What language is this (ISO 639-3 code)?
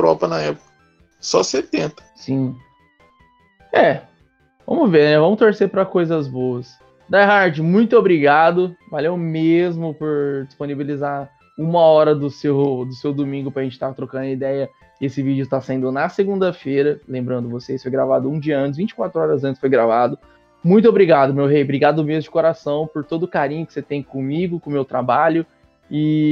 por